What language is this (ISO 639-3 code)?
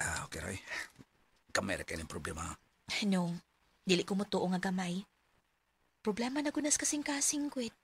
ceb